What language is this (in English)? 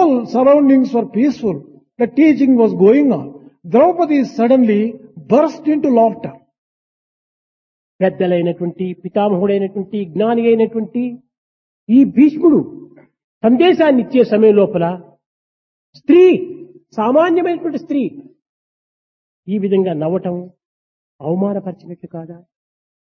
Telugu